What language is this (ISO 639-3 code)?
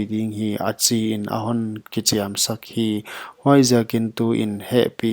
pck